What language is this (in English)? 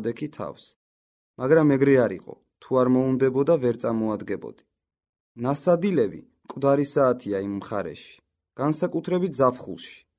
Georgian